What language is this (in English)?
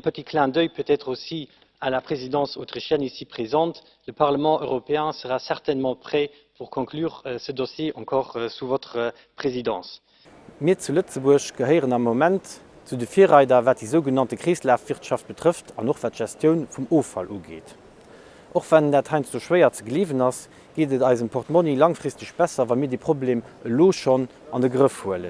Luxembourgish